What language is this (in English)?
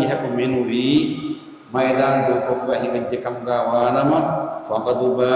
Divehi